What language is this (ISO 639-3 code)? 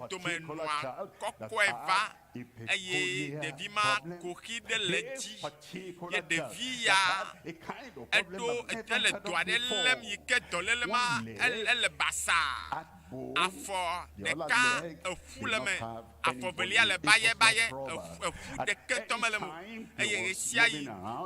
ewe